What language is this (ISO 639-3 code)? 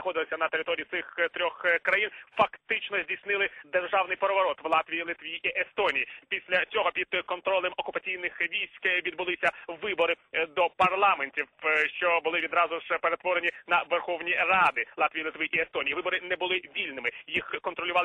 ukr